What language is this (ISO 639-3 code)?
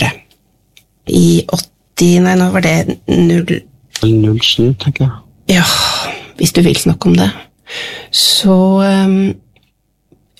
nor